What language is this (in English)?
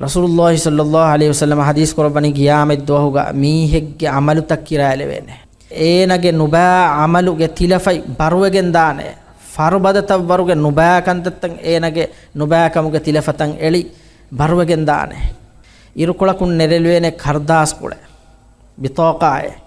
Divehi